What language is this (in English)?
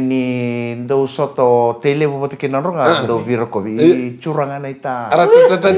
Fijian